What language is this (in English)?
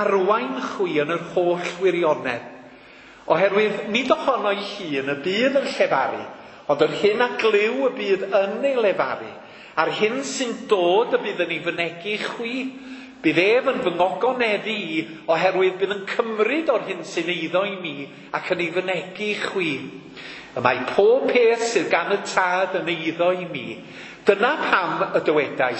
Welsh